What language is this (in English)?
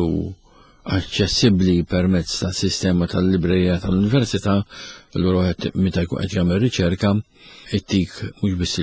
Maltese